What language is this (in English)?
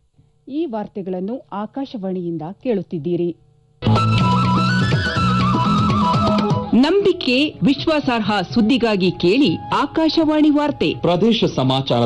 Kannada